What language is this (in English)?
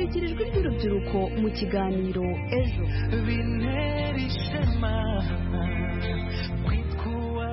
Kinyarwanda